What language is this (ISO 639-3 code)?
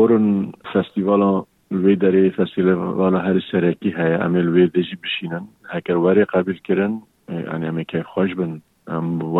kur